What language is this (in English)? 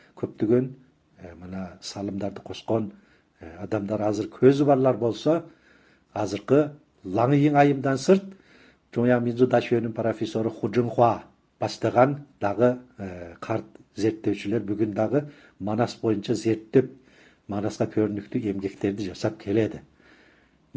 Kyrgyz